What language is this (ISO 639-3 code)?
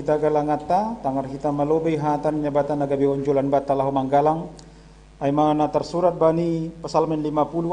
bts